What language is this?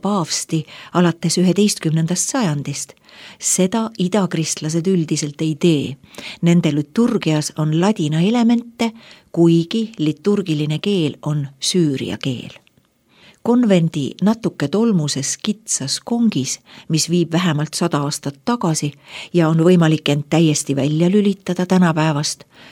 Estonian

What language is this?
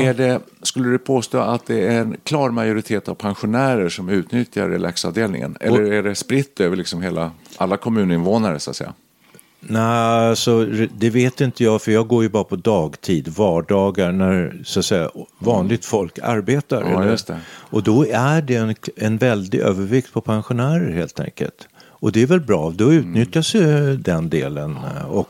Swedish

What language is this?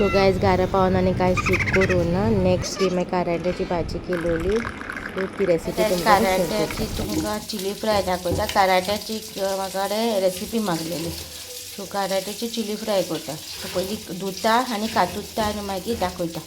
Konkani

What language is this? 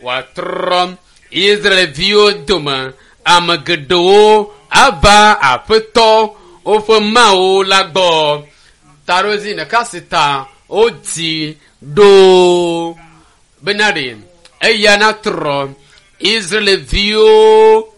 Ewe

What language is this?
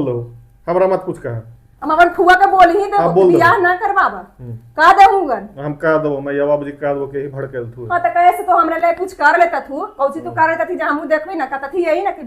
Magahi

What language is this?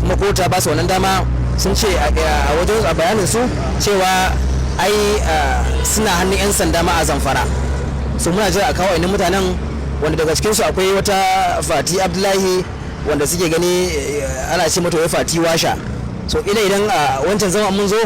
Hausa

